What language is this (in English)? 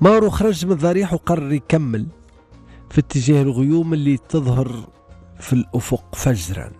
Tunisian Arabic